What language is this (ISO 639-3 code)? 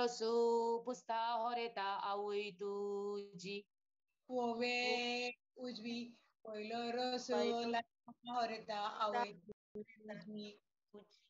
kok